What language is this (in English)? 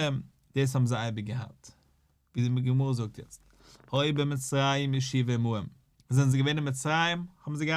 Yiddish